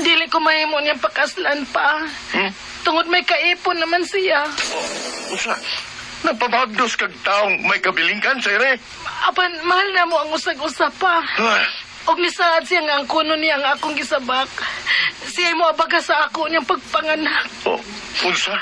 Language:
Cebuano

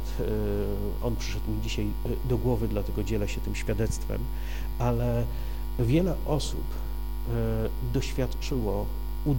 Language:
Polish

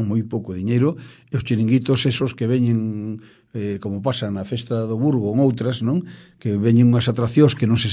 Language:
Galician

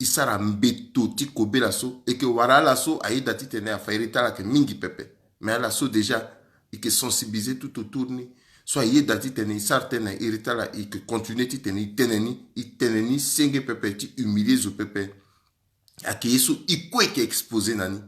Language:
Sango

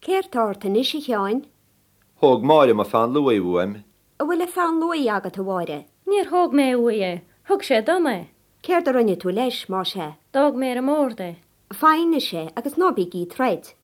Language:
Irish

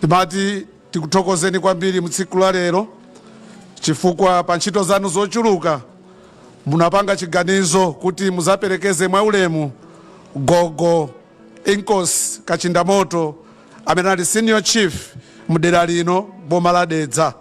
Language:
Nyanja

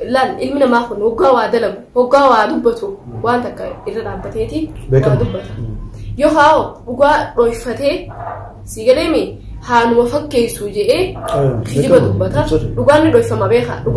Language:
Oromo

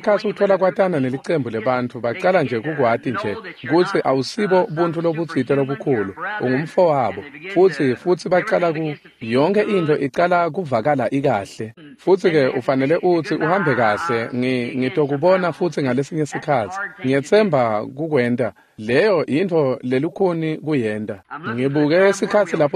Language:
Swati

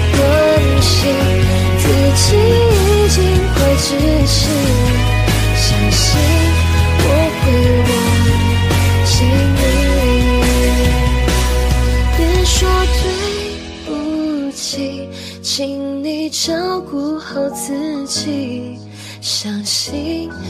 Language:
Chinese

